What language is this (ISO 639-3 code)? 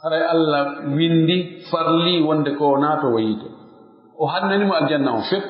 fuf